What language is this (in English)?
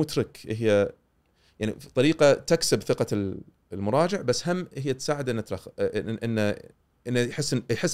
Gulf Arabic